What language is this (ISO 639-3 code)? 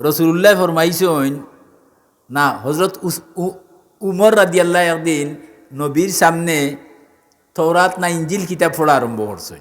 syl